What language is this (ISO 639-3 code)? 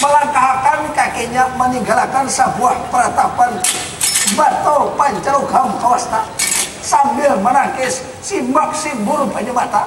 bjn